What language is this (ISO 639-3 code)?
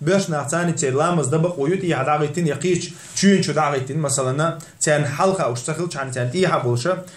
che